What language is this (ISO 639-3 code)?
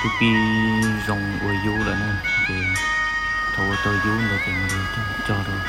hmn